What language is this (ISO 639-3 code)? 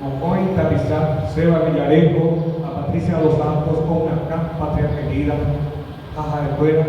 grn